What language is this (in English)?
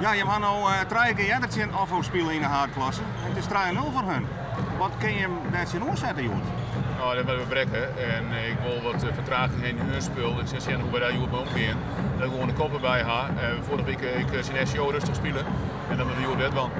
Western Frisian